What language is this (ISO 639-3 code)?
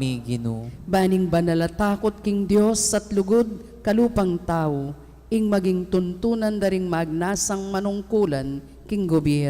pam